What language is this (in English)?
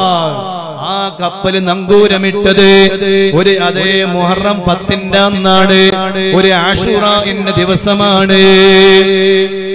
Malayalam